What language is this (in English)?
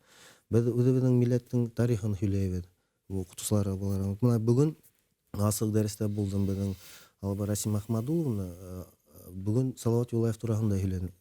Bashkir